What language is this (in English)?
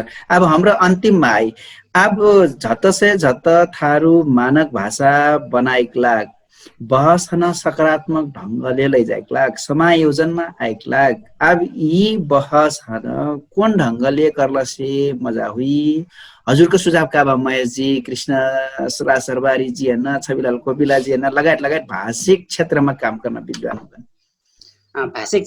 Dangaura Tharu